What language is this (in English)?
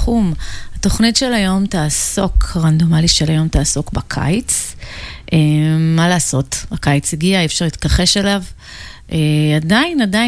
Hebrew